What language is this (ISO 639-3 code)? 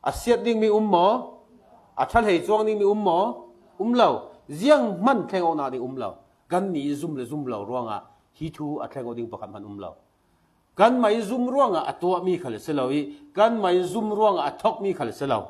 cfm